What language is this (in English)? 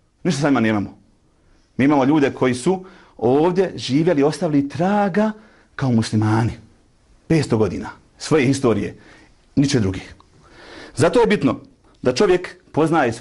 Bosnian